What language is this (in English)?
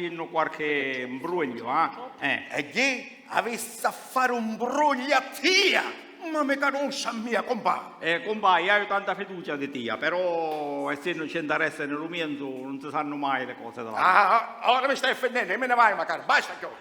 Sicilian